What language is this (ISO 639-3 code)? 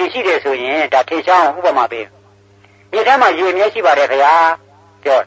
mya